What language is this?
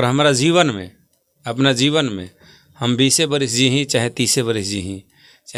Bhojpuri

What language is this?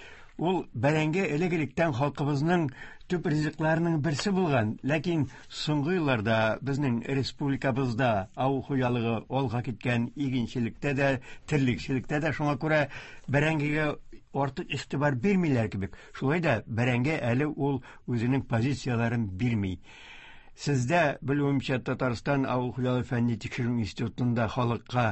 Tatar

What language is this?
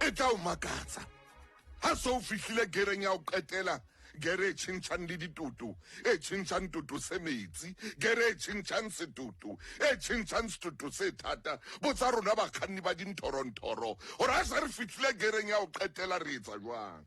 Southern Sotho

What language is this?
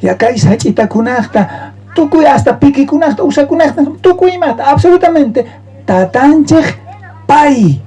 South Bolivian Quechua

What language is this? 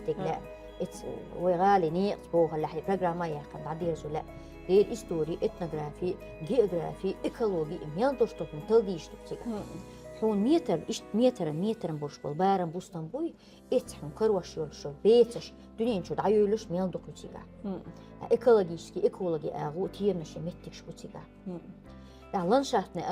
Chechen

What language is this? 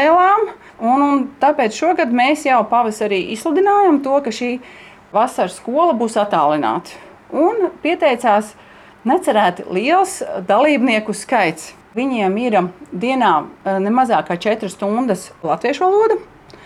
Latvian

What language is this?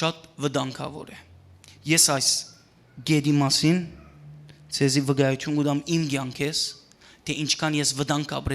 Western Armenian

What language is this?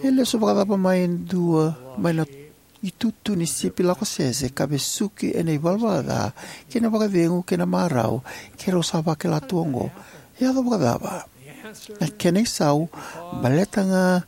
Fijian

